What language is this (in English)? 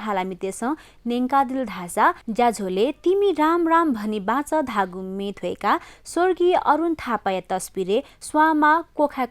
Newari